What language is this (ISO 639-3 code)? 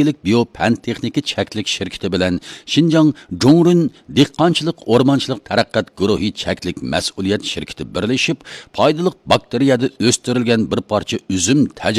uig